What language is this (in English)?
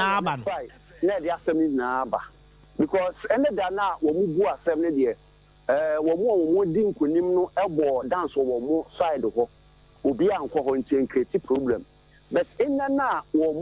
Akan